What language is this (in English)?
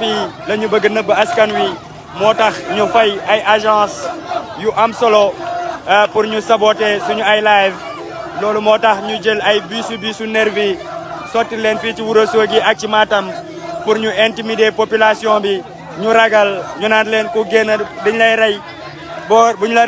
Wolof